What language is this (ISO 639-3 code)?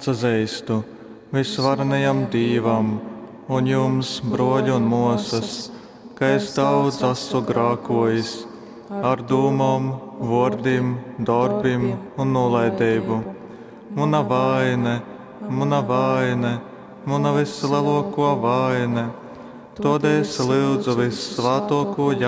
ltg